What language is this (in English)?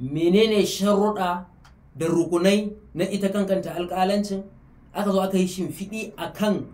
Hausa